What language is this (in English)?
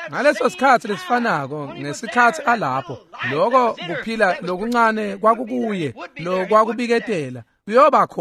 Swati